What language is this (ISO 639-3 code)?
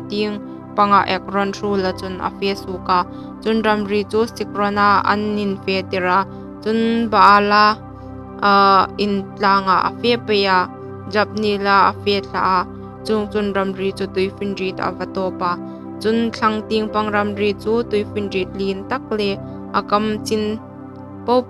hmr